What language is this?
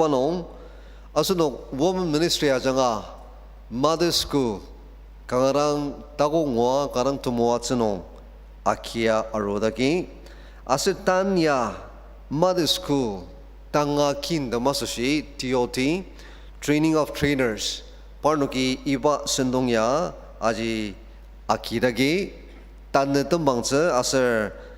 Ao Naga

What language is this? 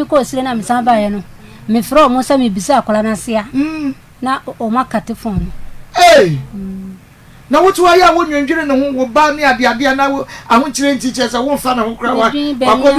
Akan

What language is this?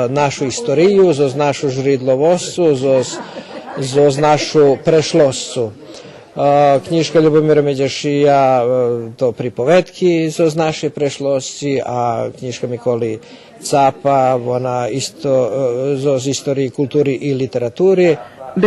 Rusyn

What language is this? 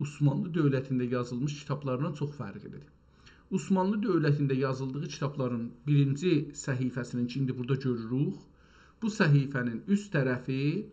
South Azerbaijani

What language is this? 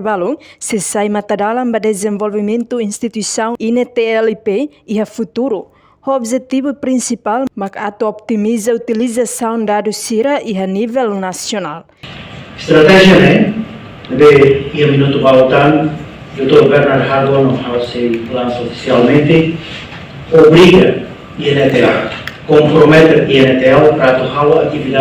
Tetum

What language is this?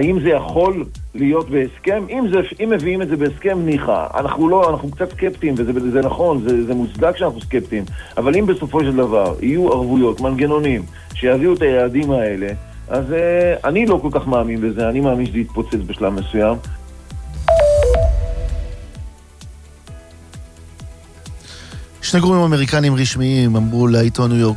Hebrew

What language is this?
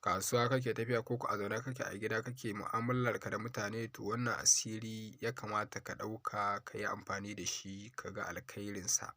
Hausa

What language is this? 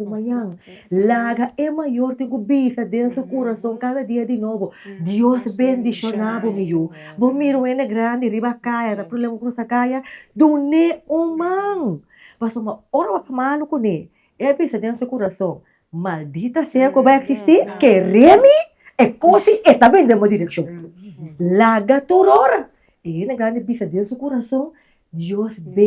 Papiamento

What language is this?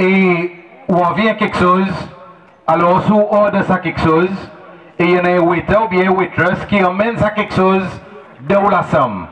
Seselwa Creole French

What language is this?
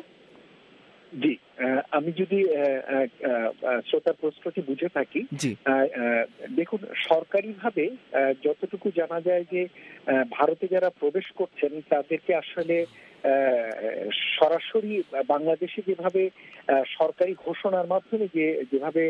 Bangla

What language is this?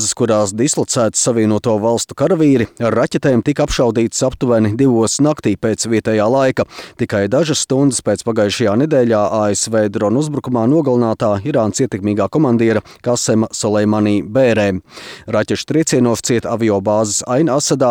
Latvian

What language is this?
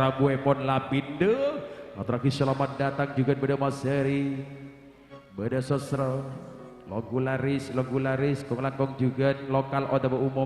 Madurese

